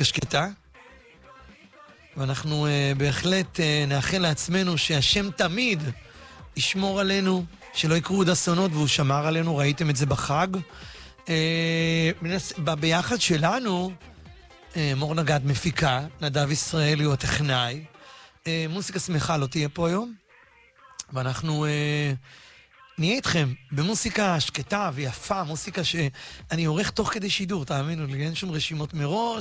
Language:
Hebrew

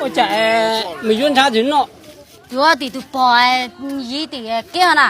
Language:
Hmong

